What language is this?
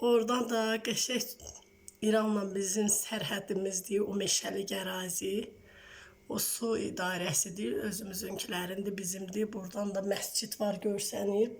Azerbaijani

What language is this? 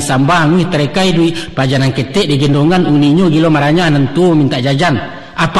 Minangkabau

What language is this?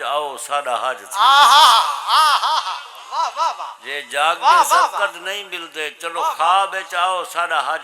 Saraiki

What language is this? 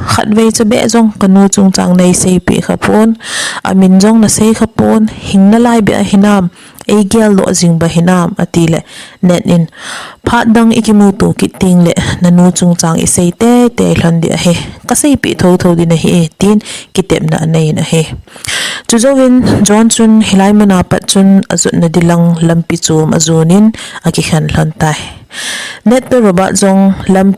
Thado Chin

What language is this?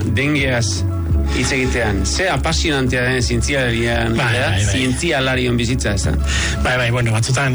Basque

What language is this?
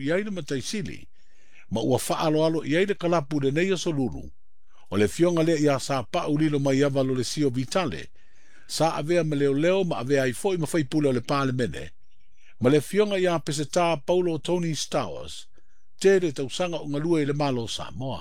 Samoan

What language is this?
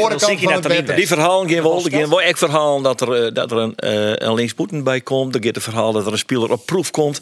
Western Frisian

